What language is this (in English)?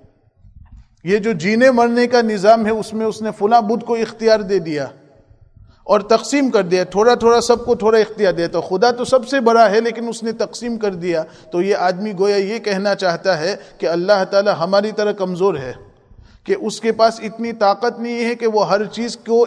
Urdu